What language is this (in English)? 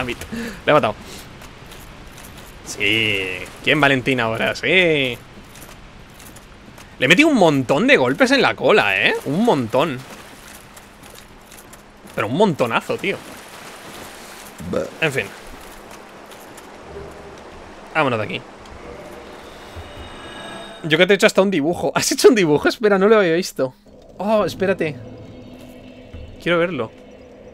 Spanish